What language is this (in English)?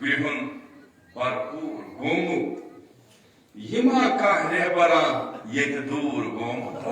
Kashmiri